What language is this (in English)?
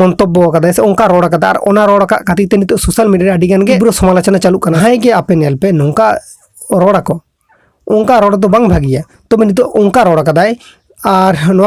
Santali